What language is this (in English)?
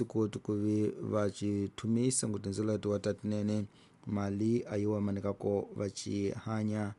Tsonga